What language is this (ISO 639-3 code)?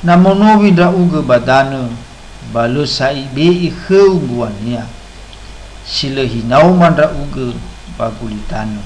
nia